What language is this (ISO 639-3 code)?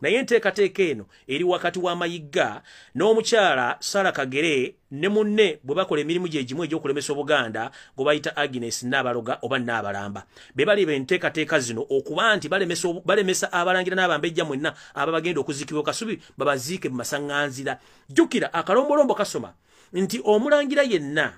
lug